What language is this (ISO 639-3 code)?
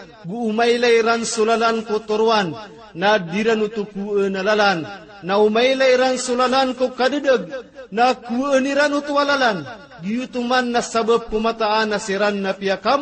mrw